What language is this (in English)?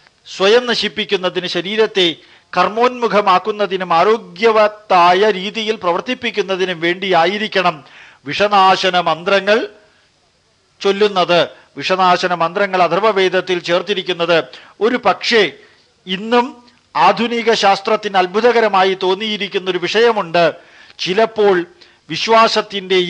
Malayalam